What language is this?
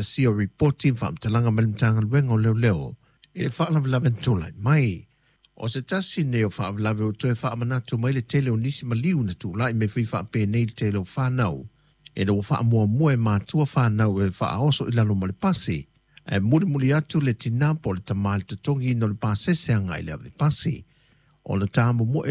Samoan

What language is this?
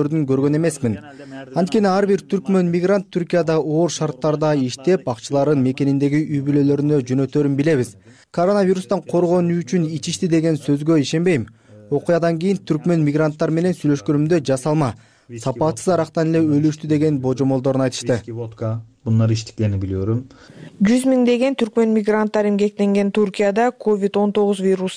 Kyrgyz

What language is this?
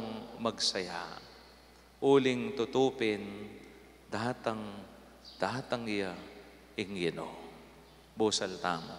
Pampanga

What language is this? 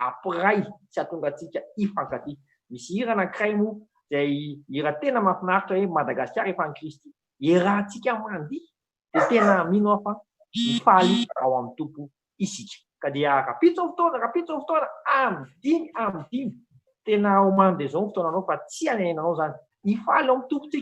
Malagasy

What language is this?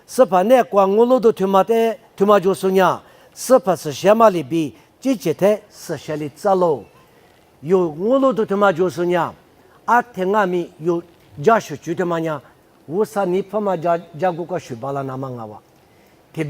Lisu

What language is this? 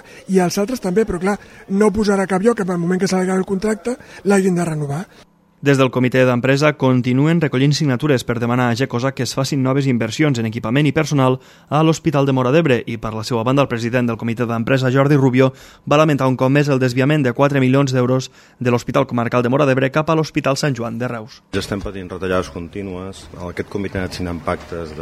Catalan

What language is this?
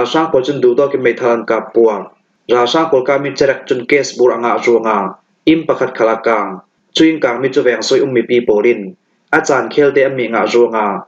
Falam Chin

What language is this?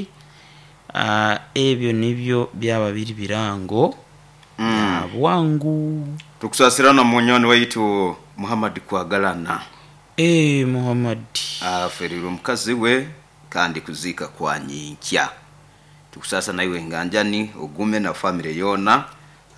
Nyoro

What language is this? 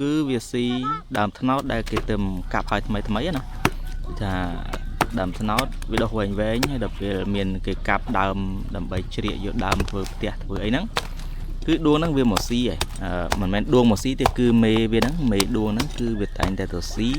Khmer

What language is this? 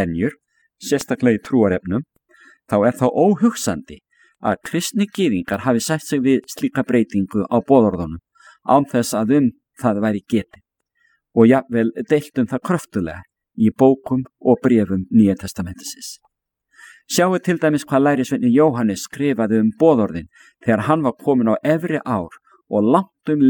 Icelandic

